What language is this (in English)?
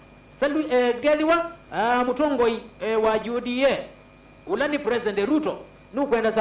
Kamba